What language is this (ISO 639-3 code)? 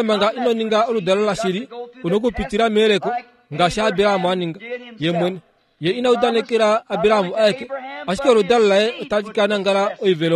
kua